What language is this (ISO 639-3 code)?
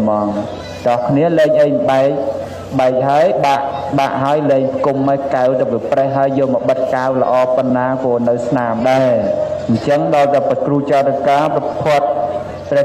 khm